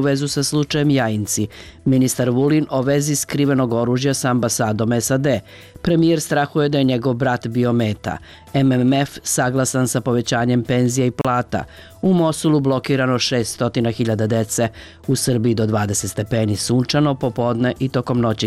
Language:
Serbian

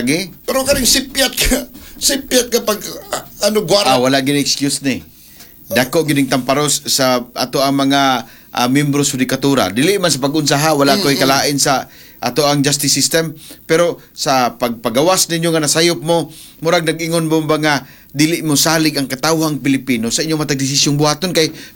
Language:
Cebuano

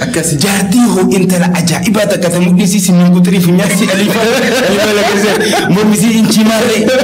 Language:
Oromo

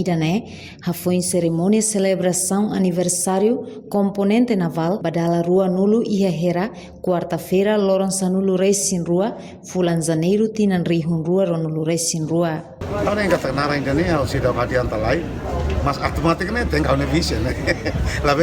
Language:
Tetum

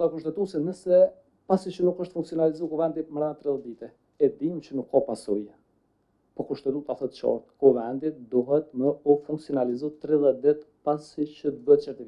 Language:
Albanian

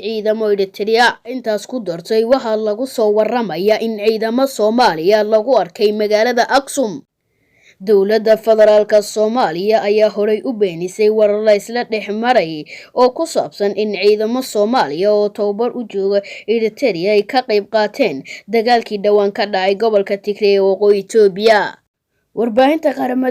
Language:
Somali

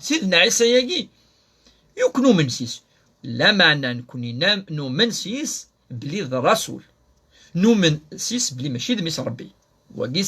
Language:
Kabyle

